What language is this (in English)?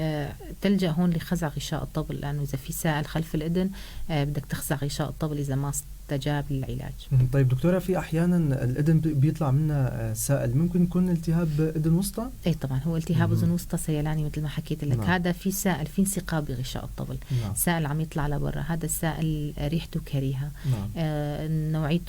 North Levantine Arabic